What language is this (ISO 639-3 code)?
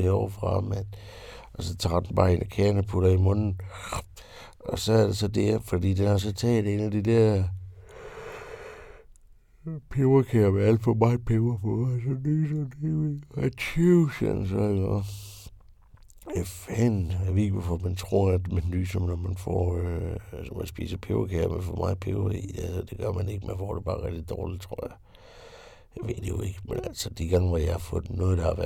dan